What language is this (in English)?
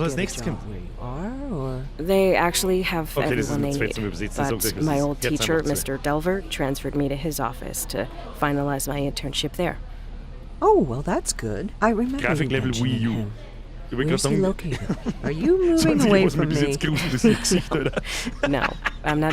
Bavarian